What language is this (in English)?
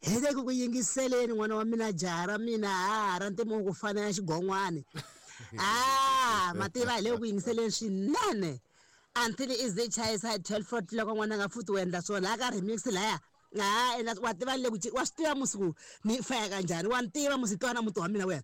Tsonga